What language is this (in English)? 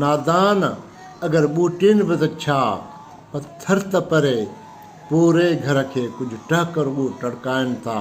Sindhi